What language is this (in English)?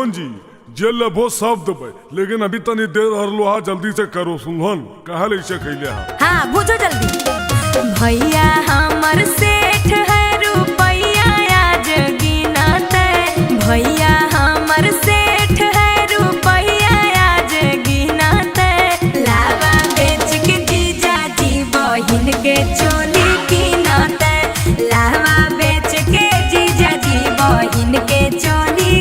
Magahi